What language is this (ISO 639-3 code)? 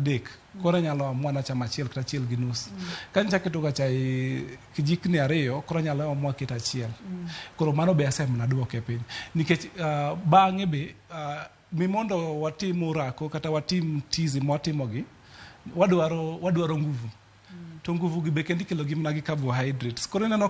luo